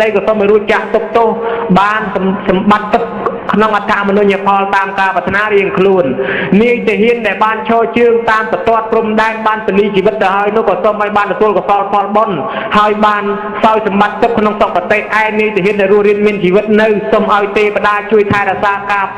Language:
Khmer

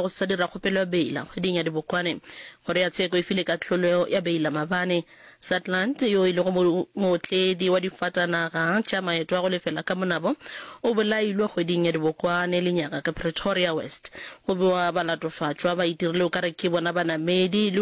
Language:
Northern Sotho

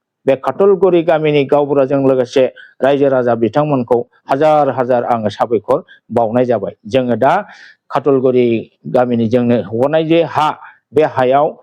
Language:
Bodo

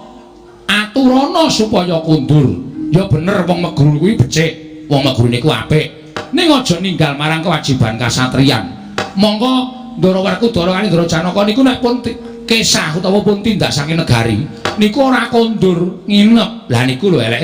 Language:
Javanese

